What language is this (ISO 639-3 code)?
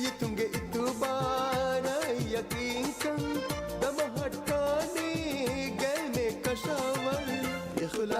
div